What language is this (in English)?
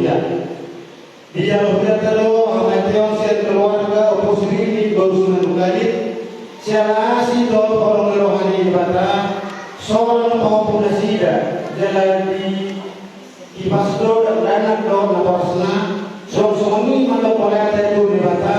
Batak Toba